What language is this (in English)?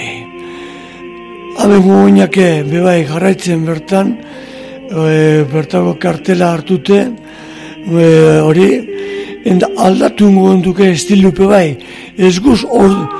Basque